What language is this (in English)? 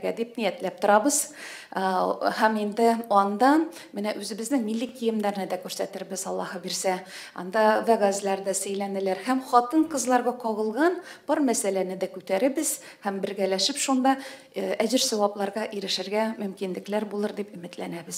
Tatar